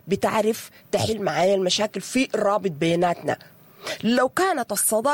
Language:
Sudanese Arabic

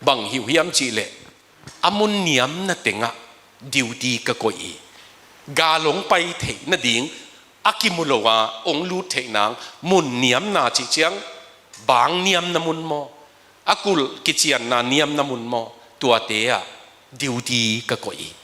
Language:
Tedim Chin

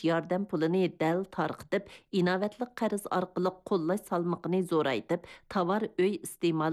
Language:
Uyghur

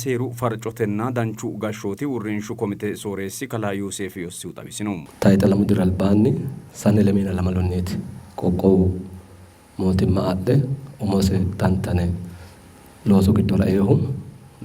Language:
Sidamo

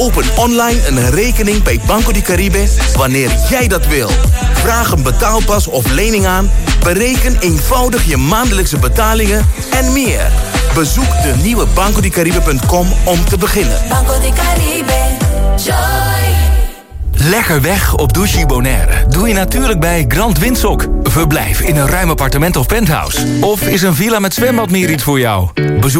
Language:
Dutch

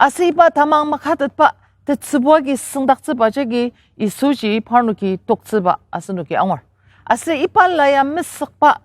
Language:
Ao Naga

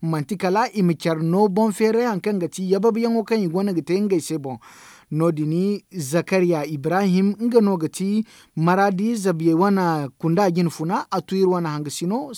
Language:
Zarma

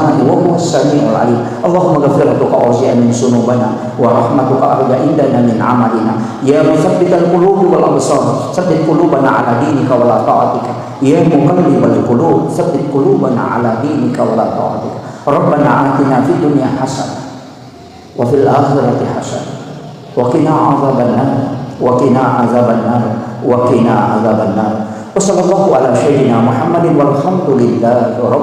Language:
Buginese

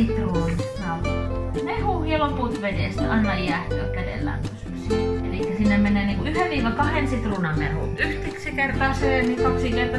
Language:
Finnish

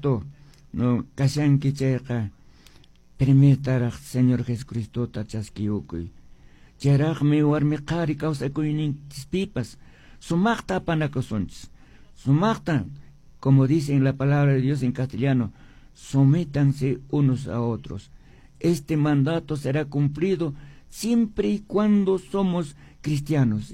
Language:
Quechua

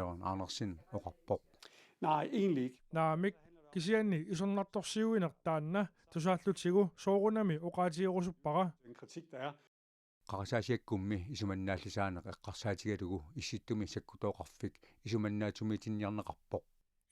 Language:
Kalaallisut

